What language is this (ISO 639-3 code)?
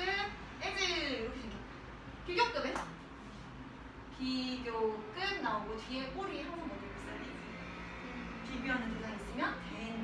kor